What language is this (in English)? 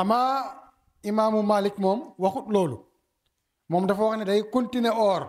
Wolof